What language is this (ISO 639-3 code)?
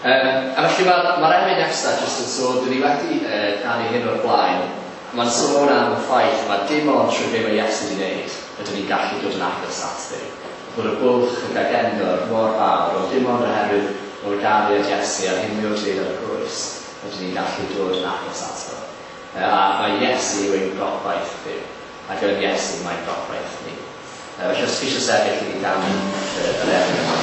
cym